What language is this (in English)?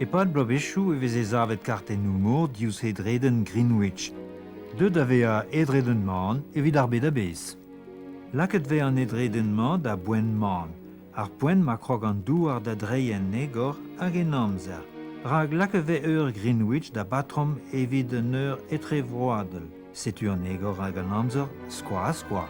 Breton